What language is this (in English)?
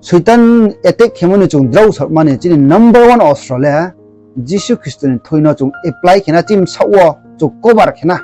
Riang (India)